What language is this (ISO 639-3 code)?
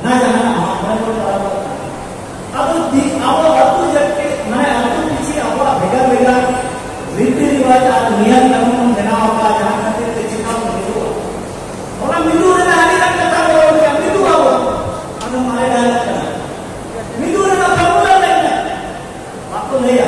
sat